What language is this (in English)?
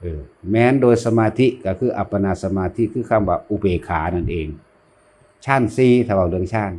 Lao